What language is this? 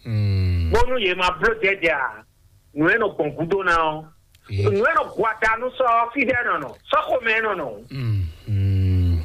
Fon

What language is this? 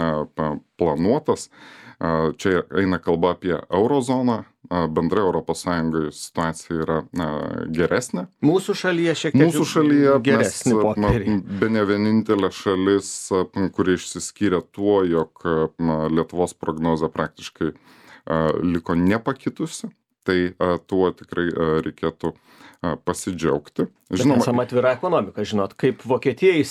Lithuanian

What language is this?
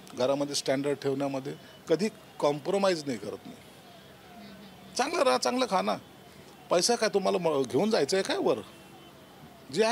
Marathi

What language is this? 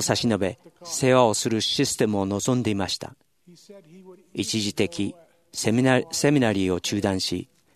Japanese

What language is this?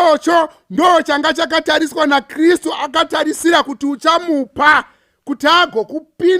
Shona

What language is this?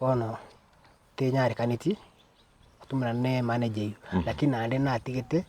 Gusii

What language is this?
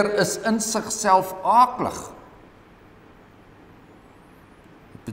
Afrikaans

